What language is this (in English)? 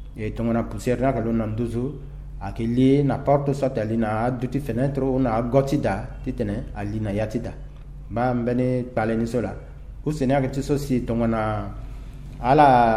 Sango